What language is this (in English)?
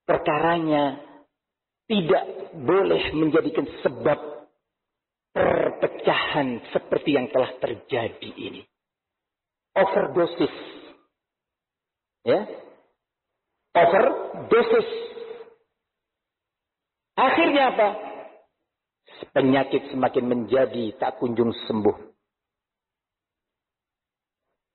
Indonesian